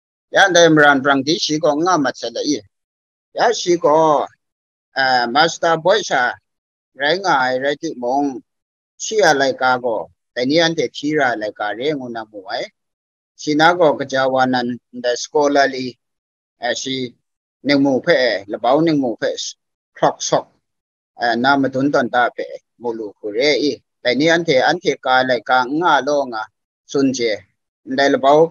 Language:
Kachin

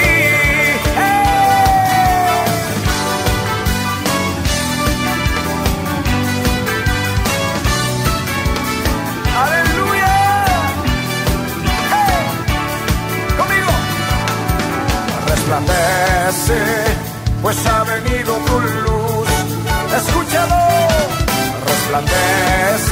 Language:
Spanish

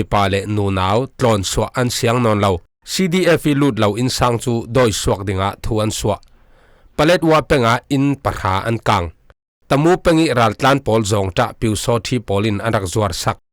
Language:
Falam Chin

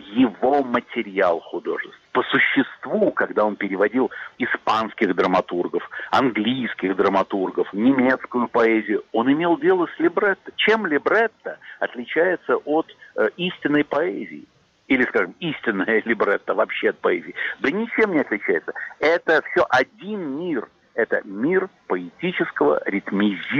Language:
Russian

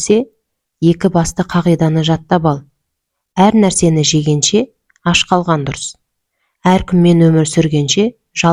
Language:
Kazakh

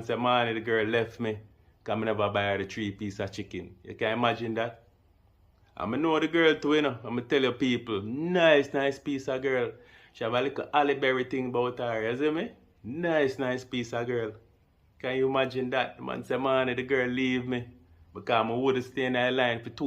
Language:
Jamaican Creole English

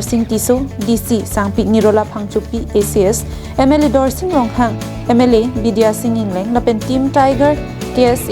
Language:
Karbi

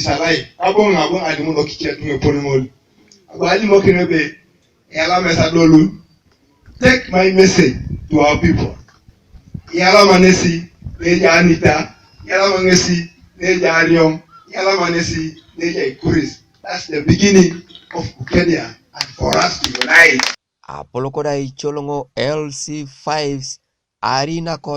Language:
Teso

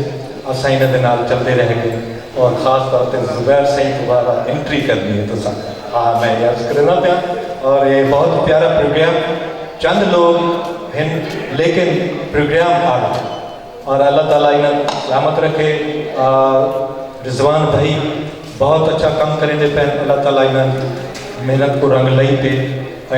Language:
Saraiki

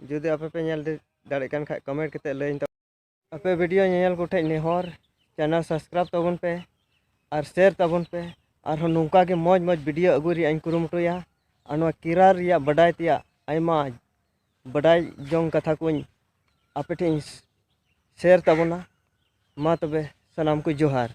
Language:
Santali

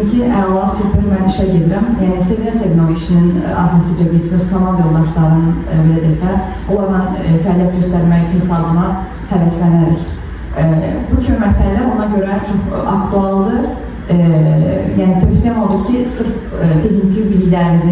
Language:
Azerbaijani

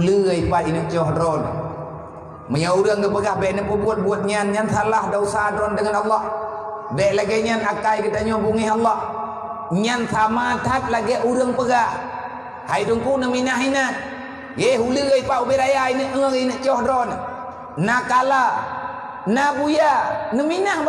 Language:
Achinese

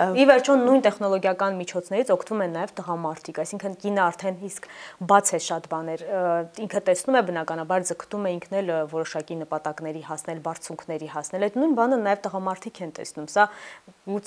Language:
Armenian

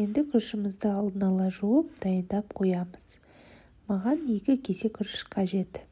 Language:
Kazakh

